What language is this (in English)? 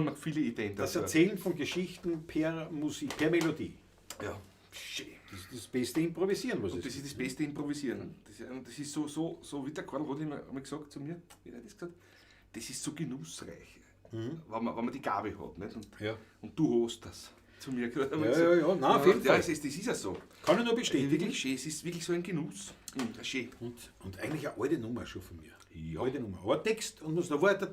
Bavarian